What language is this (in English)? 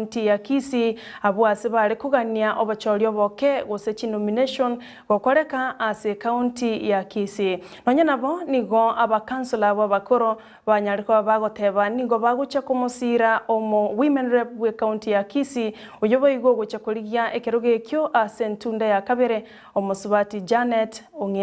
Gusii